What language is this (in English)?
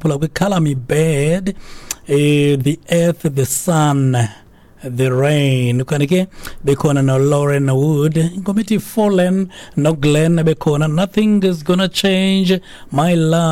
Xhosa